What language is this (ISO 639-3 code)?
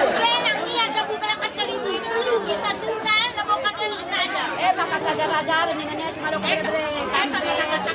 btx